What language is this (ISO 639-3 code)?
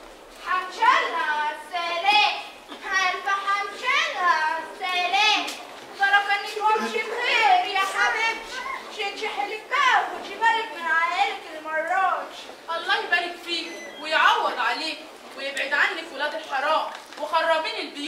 arz